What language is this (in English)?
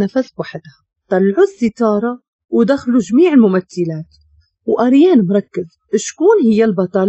Moroccan Arabic